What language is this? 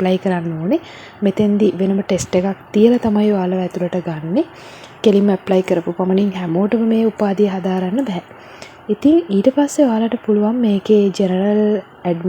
Sinhala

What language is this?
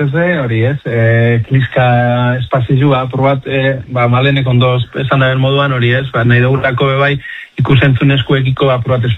Basque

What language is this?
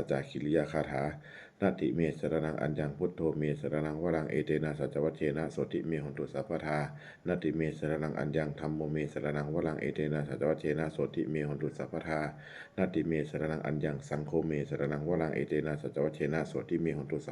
Pali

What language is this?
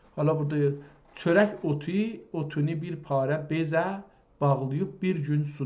South Azerbaijani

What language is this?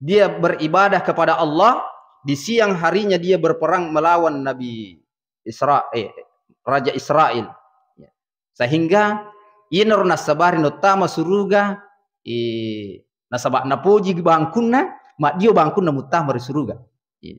Buginese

